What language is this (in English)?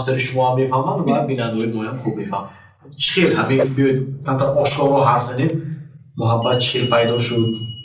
Tajik